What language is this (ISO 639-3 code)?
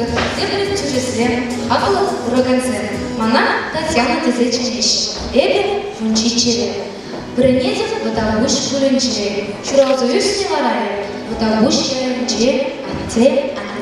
chv